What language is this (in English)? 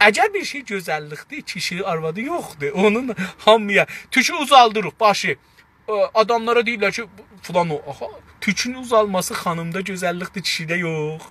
South Azerbaijani